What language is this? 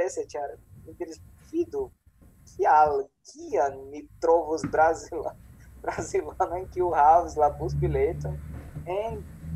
Esperanto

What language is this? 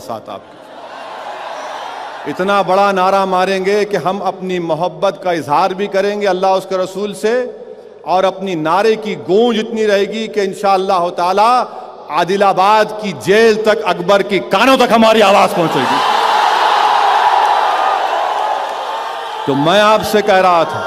Urdu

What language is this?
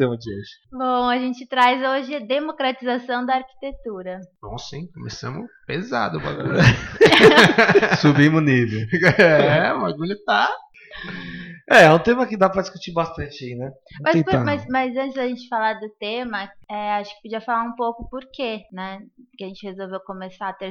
Portuguese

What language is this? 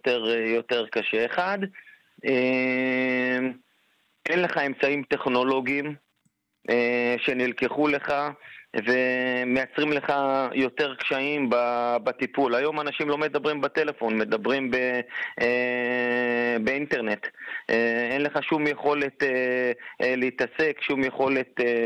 Hebrew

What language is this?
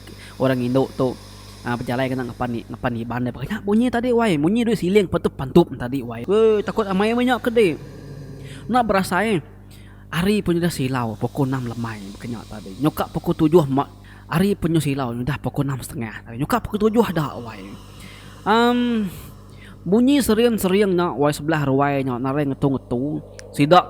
Iban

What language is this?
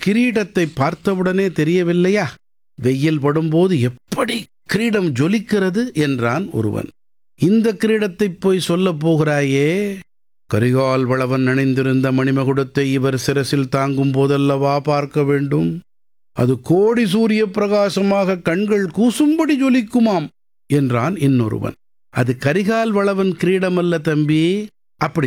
Tamil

